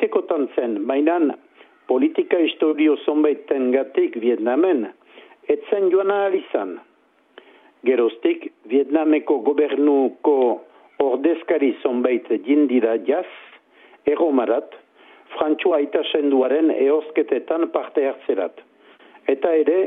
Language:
Basque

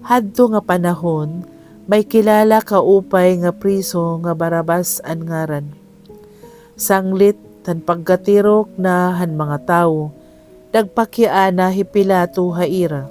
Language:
Waray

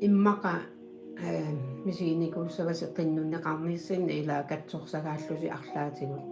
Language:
Kalaallisut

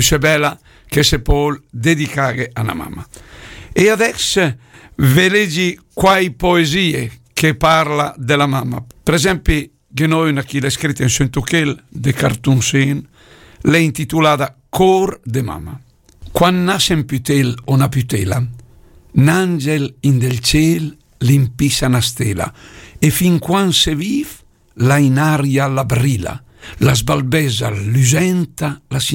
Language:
Lombard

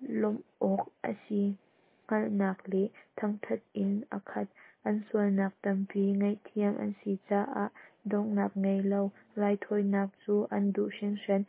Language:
Hakha Chin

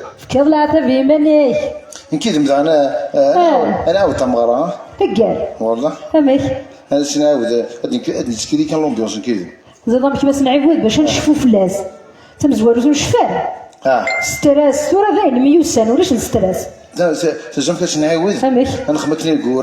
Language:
Kabyle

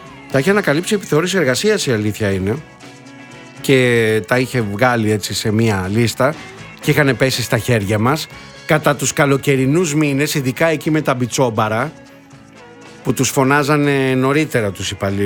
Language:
Greek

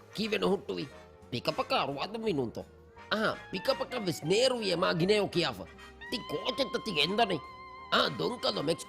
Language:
Divehi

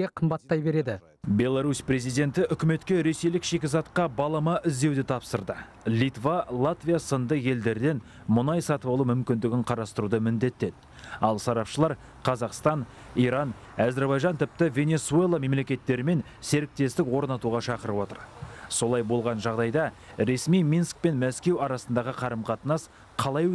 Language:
Kazakh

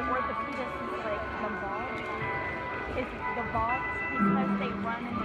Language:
English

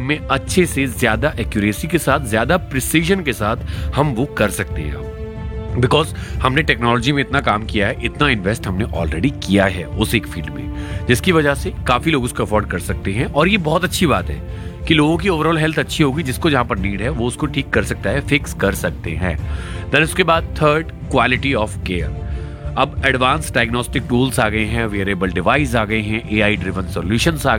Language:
Hindi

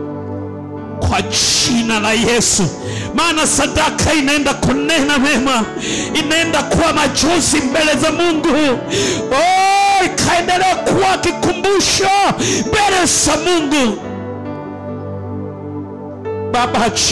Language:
Swahili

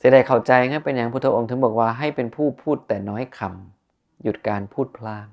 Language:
Northeastern Thai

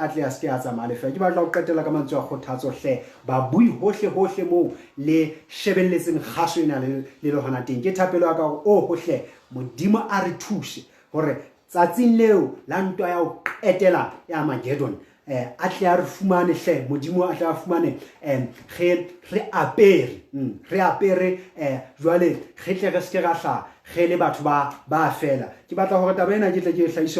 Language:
Southern Sotho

